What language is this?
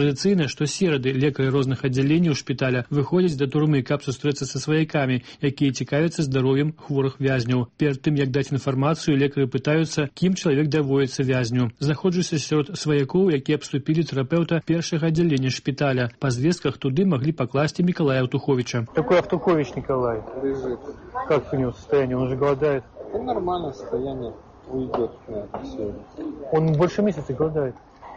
Belarusian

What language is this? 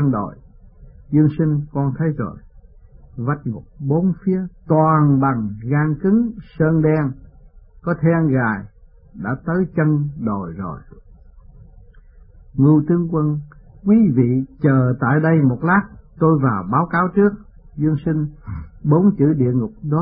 Vietnamese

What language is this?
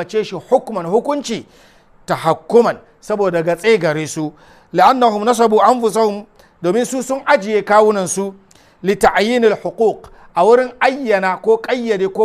Hausa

